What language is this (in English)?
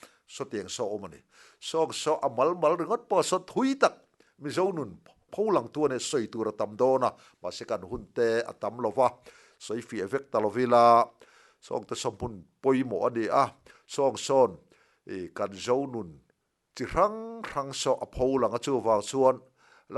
Mizo